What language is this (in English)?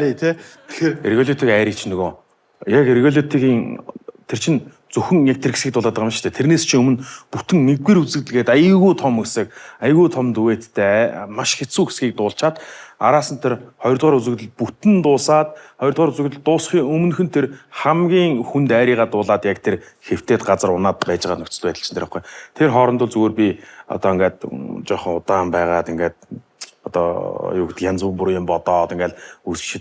Mongolian